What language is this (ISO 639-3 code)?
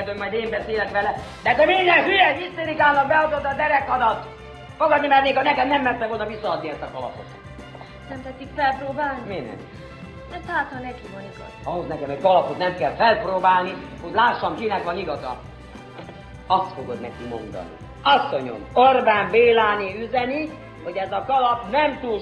hun